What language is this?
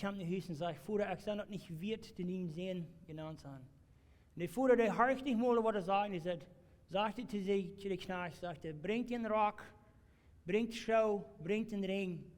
Plautdietsch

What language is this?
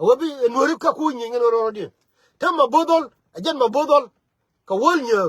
Nuer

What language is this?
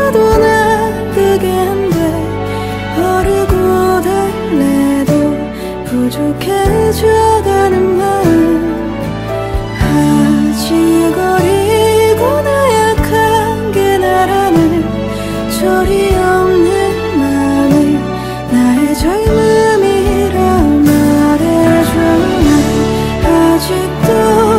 Korean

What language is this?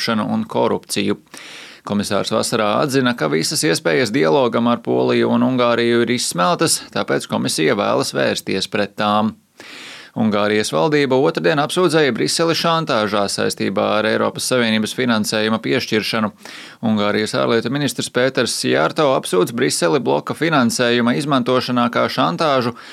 Latvian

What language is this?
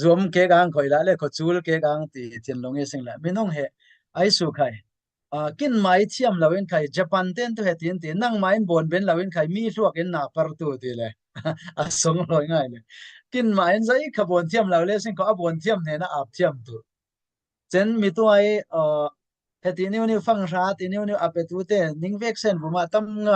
Falam Chin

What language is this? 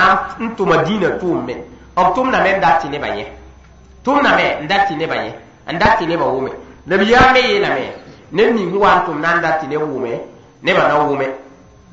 Mossi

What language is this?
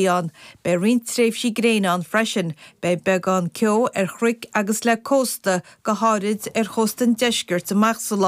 Irish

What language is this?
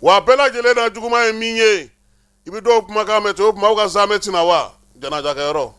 Bambara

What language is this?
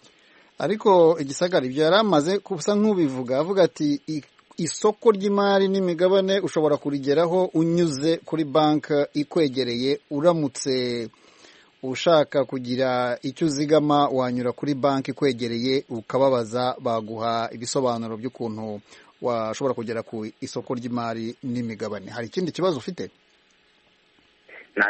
Kinyarwanda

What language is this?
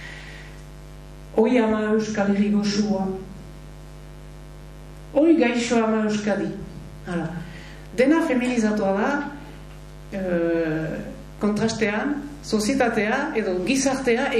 Basque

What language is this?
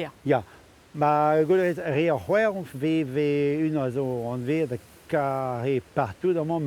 Breton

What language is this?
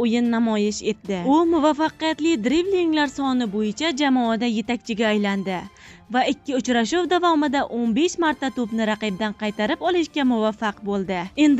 Uzbek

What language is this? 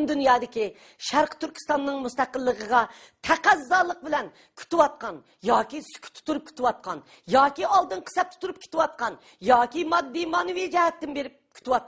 Uyghur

